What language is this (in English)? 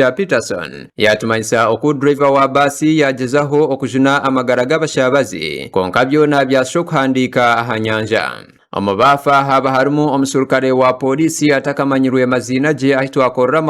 Nyankole